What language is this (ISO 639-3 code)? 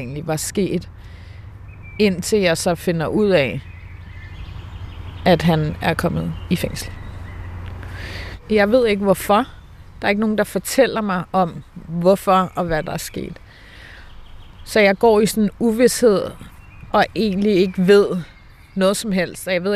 dan